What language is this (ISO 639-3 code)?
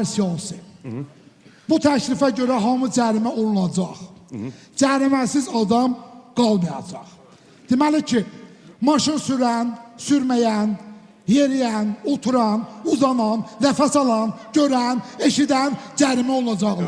aze